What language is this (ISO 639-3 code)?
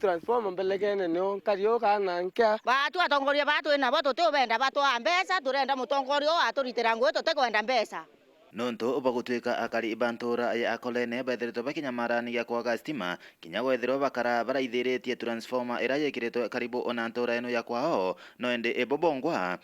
mer